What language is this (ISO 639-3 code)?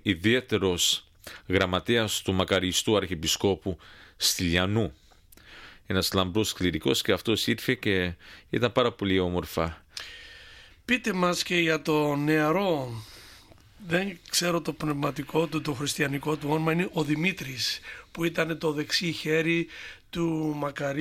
ell